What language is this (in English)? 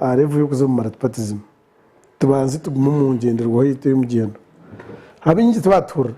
Nyankole